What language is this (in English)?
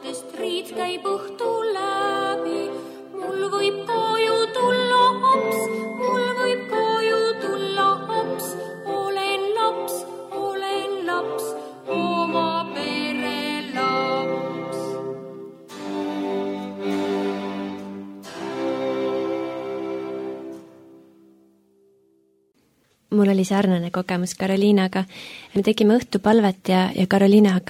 Estonian